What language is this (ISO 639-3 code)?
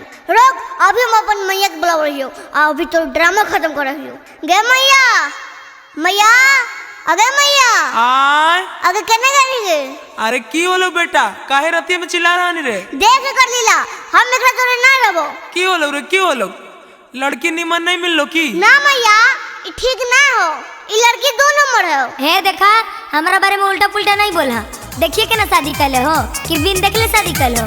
mag